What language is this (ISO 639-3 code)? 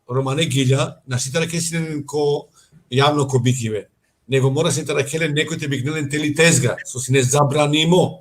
rmn